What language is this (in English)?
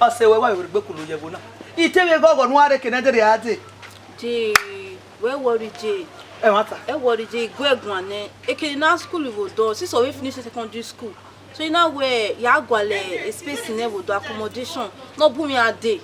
Bini